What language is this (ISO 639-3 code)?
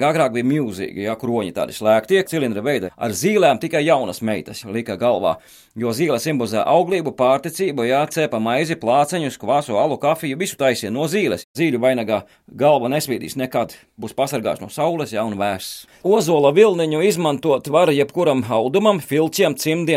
lav